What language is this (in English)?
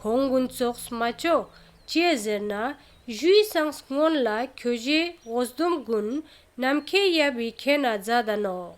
Ladakhi